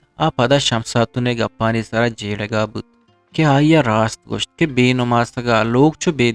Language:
Eastern Balochi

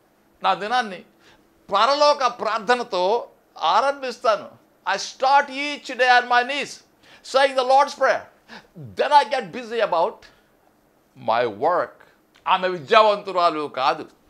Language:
Telugu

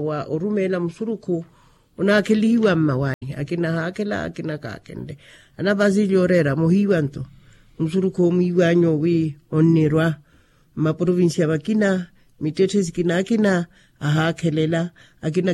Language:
Makhuwa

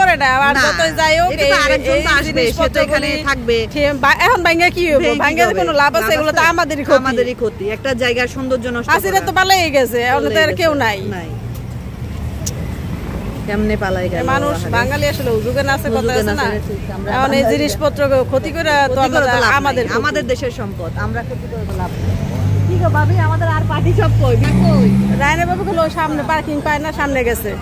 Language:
Bangla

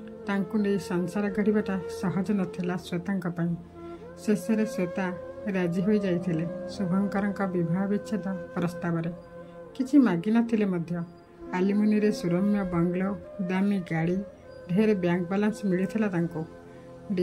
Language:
Odia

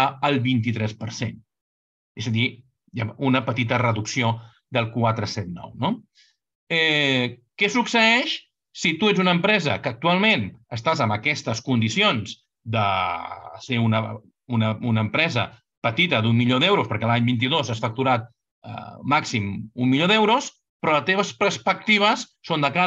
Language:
Catalan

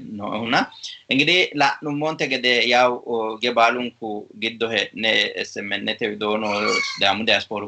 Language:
Sidamo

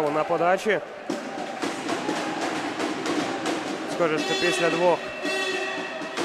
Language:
Ukrainian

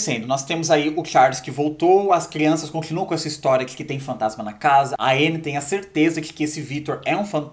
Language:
Portuguese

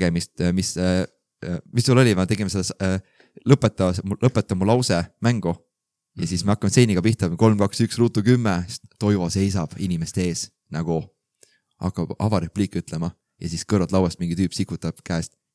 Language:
Estonian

